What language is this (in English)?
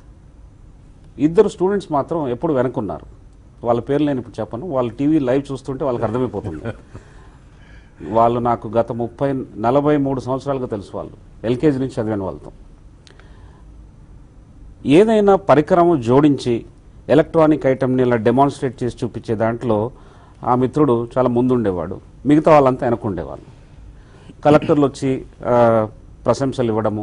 Telugu